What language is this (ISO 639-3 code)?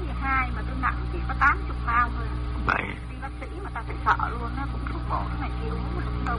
vie